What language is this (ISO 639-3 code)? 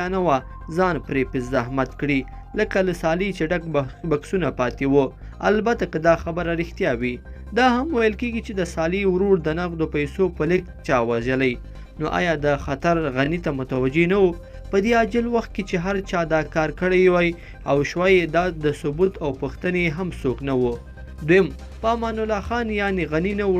pus